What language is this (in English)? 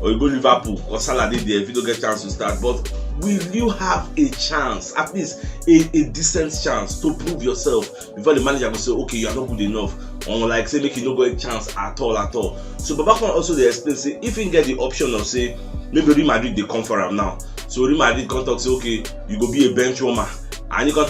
Nigerian Pidgin